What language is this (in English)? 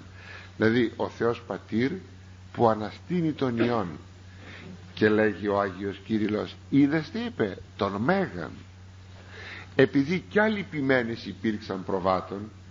Greek